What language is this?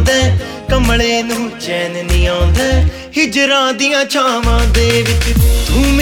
Punjabi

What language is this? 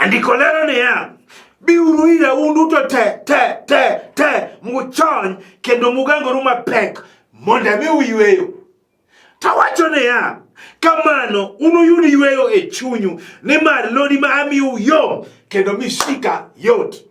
Luo (Kenya and Tanzania)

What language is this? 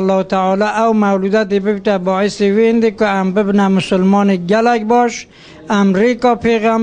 Kurdish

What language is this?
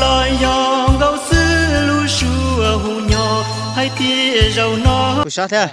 Hmong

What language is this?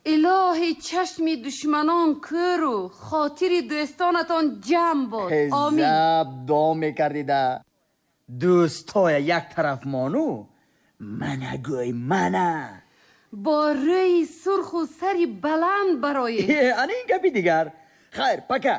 Tajik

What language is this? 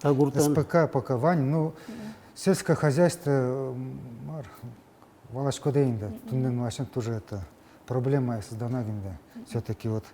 Udmurt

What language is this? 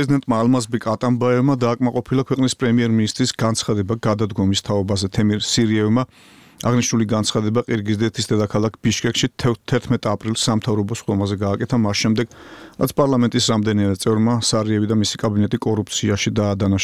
Georgian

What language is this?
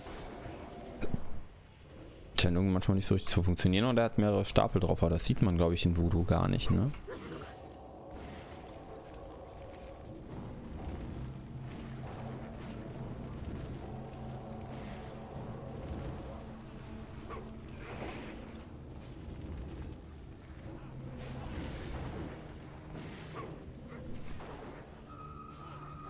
German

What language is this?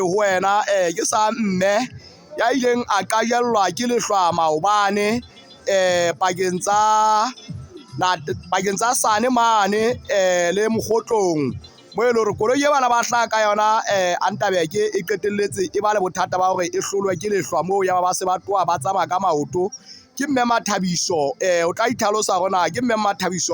Southern Sotho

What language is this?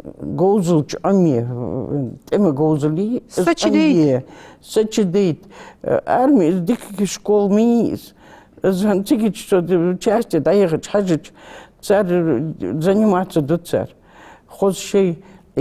Ingush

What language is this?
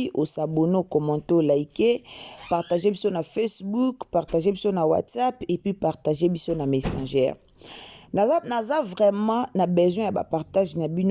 Lingala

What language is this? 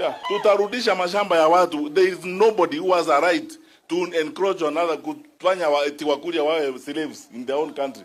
Gusii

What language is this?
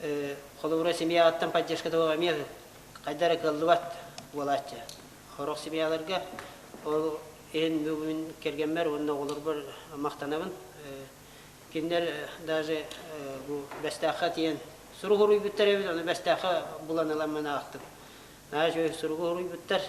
Yakut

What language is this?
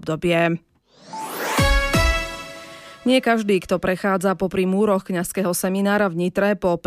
Slovak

